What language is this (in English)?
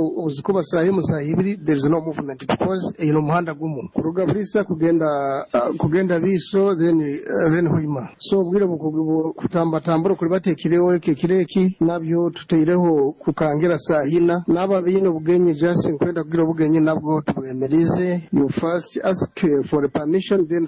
Nyankole